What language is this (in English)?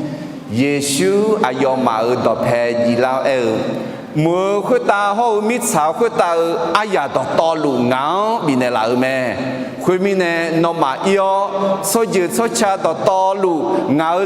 Akha